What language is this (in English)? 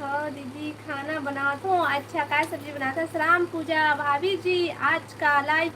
Chhattisgarhi